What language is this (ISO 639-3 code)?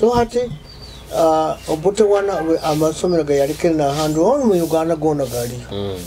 nyo